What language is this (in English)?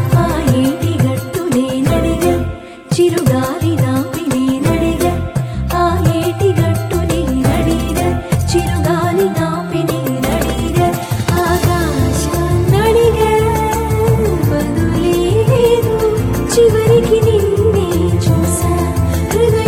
Telugu